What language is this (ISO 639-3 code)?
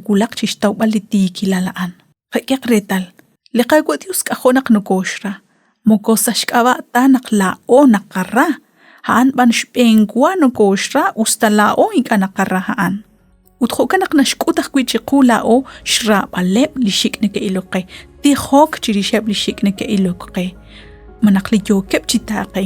kek